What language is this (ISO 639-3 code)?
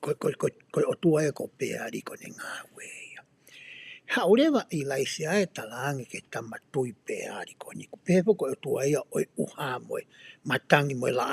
ton